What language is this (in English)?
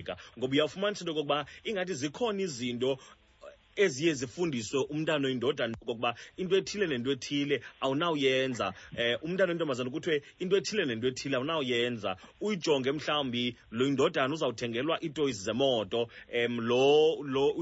Xhosa